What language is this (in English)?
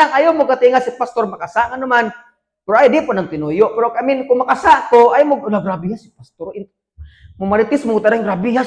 Cebuano